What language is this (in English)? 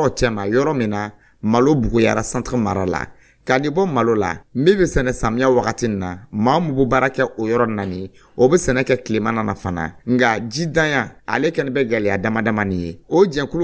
Dyula